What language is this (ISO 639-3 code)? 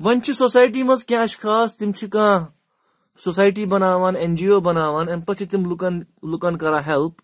kas